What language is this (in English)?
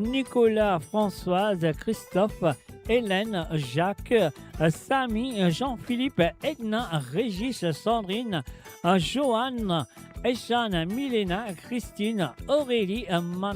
Morisyen